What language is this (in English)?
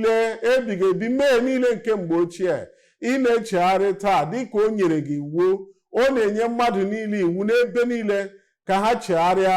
Igbo